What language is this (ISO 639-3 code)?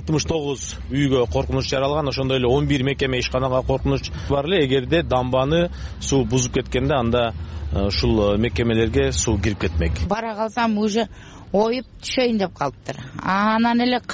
kir